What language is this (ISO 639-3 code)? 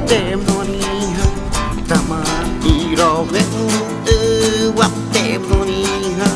xav